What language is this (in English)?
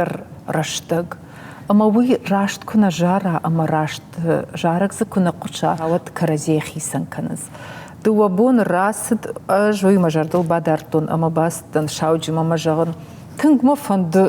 Ossetic